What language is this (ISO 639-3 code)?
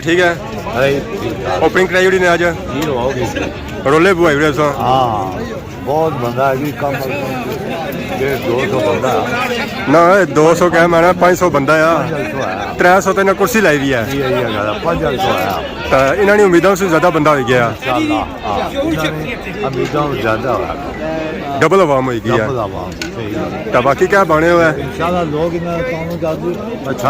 phr